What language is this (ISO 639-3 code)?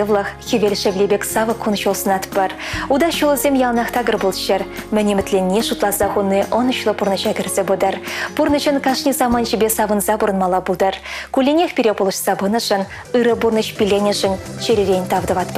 chv